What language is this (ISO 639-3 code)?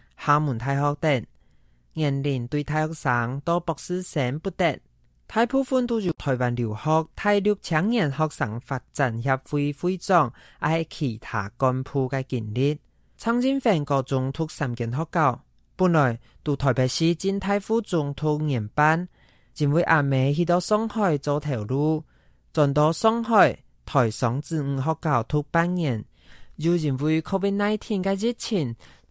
hak